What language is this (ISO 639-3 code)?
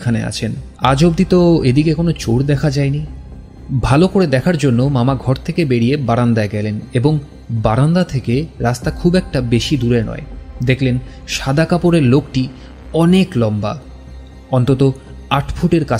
ben